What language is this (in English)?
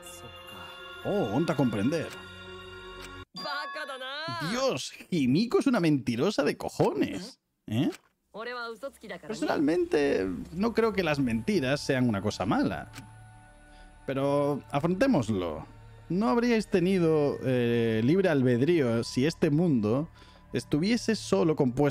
Spanish